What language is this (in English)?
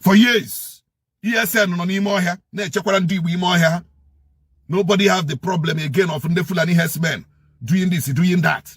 Igbo